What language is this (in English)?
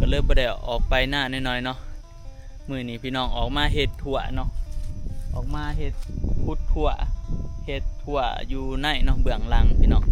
Northeastern Thai